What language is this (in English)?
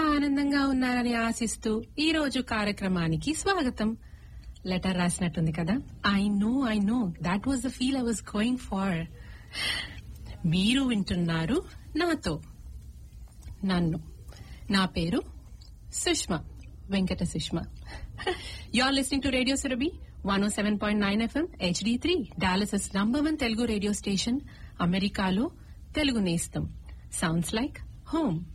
Telugu